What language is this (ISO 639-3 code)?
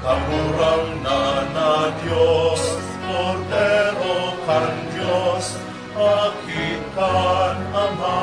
bik